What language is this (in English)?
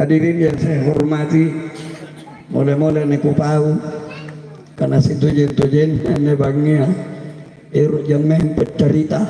Makasar